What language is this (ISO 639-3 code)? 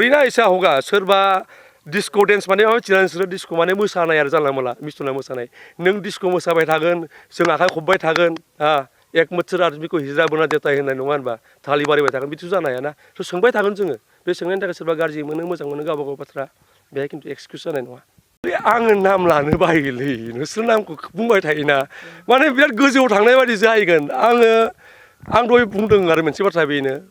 brx